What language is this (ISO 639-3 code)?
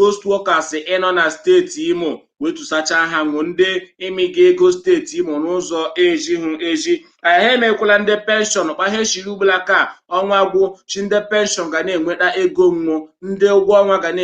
ibo